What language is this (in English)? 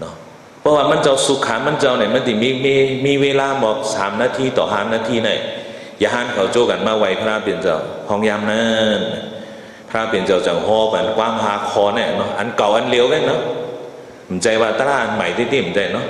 Shan